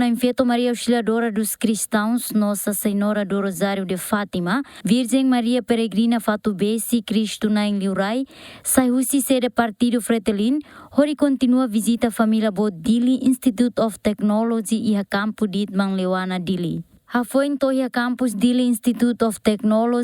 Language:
Tetum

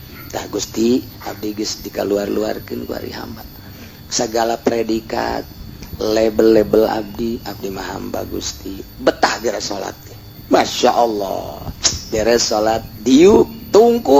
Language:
Sundanese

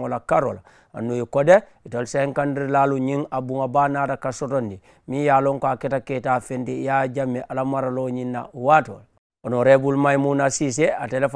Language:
Mandingo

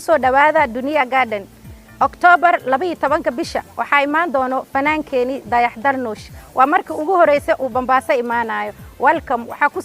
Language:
Somali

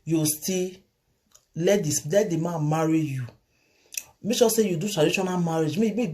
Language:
Nigerian Pidgin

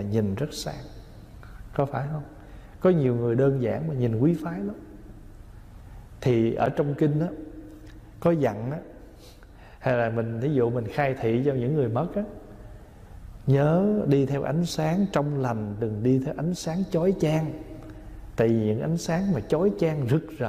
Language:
Vietnamese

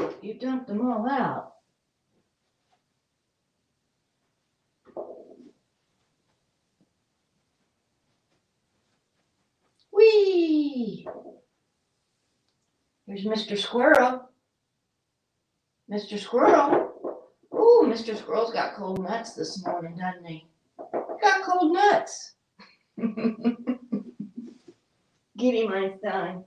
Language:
English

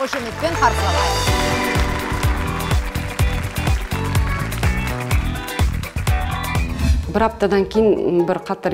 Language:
Kazakh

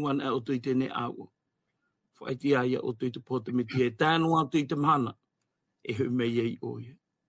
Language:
Tahitian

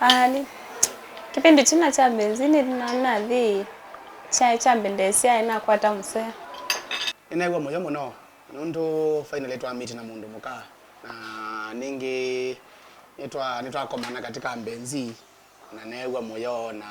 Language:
Kamba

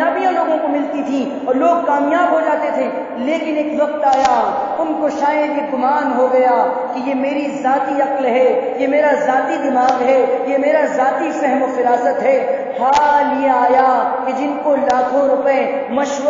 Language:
Urdu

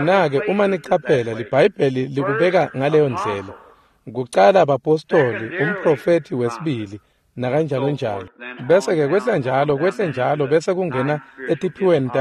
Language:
Swati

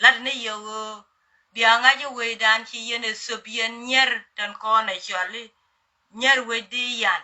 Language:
Nuer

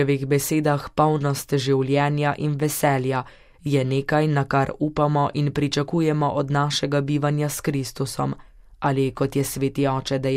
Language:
Slovenian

